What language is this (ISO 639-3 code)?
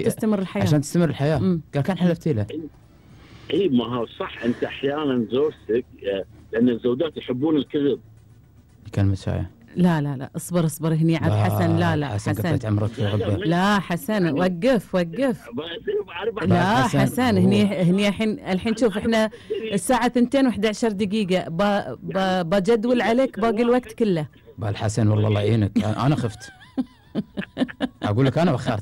afb